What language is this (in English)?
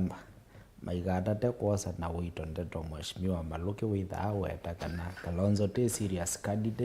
Kamba